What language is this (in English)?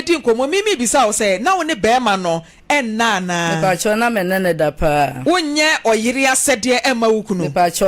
Akan